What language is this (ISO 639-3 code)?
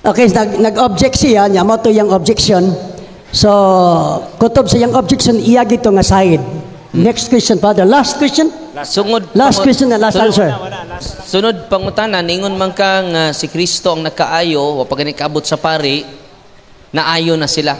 ceb